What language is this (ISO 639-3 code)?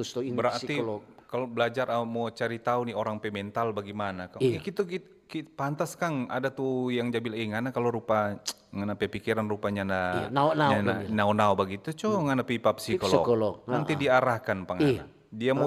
xmm